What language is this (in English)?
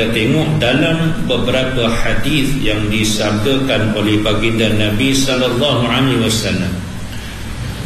Malay